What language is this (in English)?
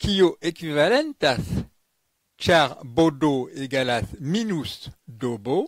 Esperanto